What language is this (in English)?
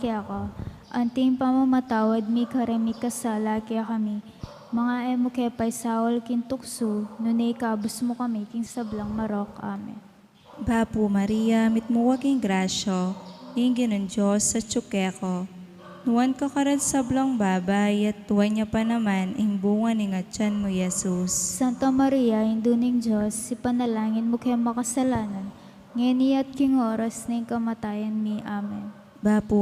Pampanga